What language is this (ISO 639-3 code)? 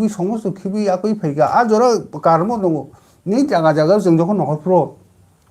trp